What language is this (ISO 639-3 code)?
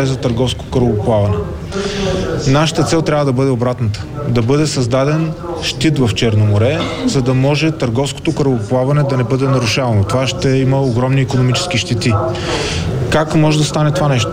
bul